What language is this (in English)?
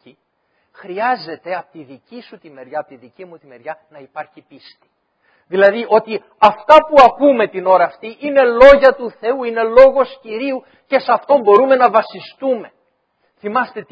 Greek